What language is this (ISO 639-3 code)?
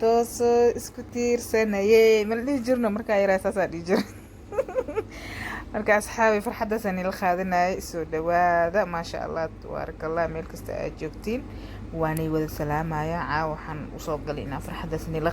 som